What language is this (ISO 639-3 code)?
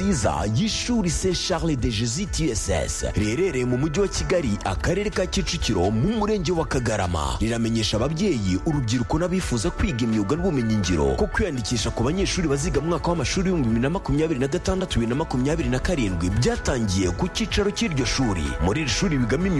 kin